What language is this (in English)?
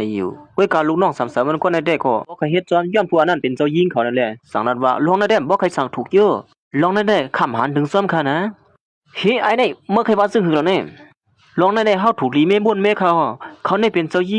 Shan